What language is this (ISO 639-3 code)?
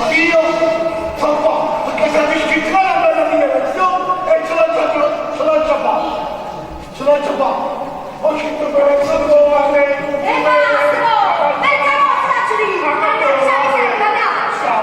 nap